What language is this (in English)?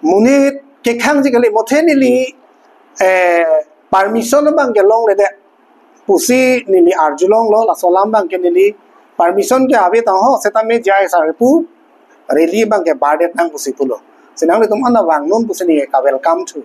Karbi